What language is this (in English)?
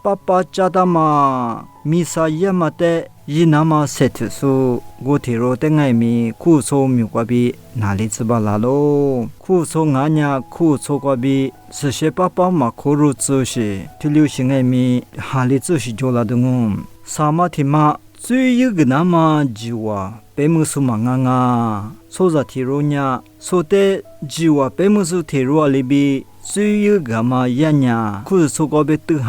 Lisu